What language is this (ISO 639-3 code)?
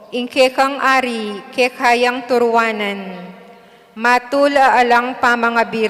pam